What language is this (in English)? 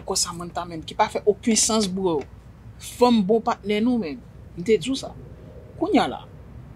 Haitian Creole